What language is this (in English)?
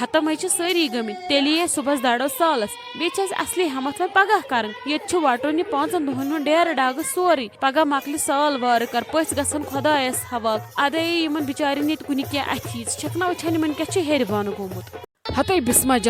Kashmiri